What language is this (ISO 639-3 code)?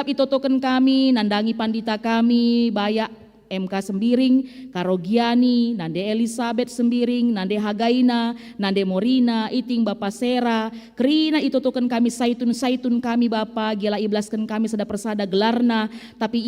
btx